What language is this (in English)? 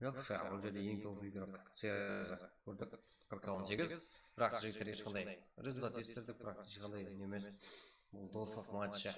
Kara-Kalpak